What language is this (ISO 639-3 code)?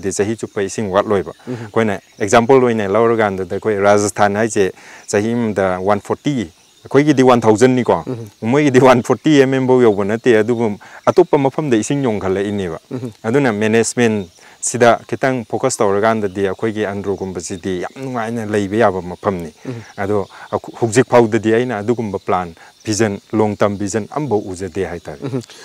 mni